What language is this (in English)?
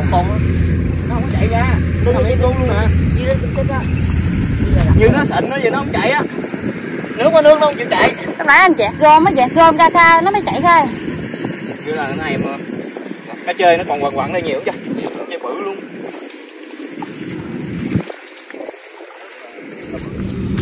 Vietnamese